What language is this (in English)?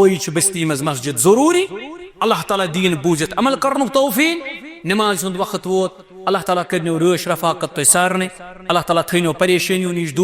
Kashmiri